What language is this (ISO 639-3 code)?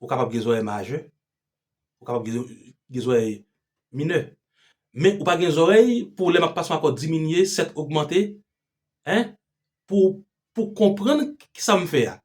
hat